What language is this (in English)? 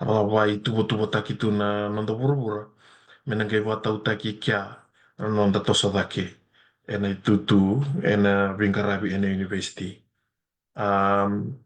Fijian